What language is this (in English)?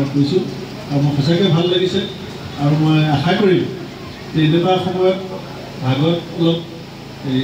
Assamese